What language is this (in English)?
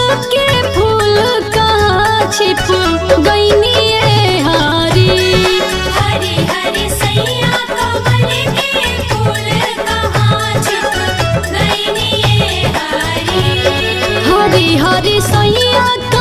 Bhojpuri